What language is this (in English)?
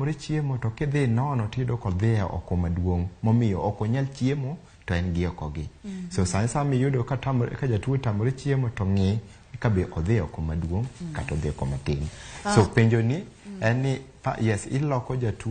Luo (Kenya and Tanzania)